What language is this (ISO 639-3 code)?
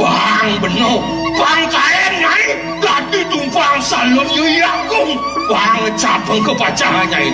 ban